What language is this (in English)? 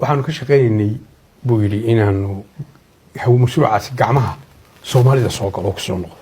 Somali